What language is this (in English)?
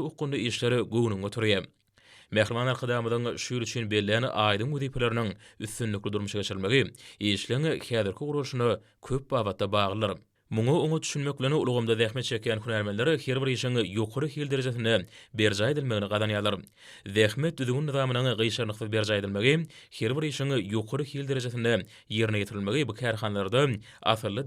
Turkmen